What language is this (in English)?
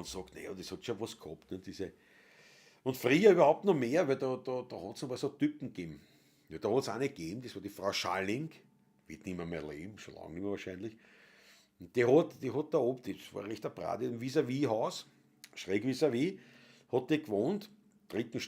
Bavarian